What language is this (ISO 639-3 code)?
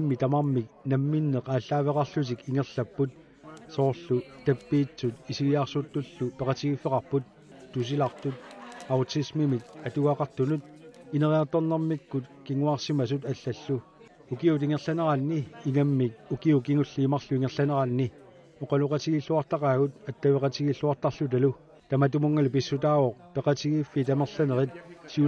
kal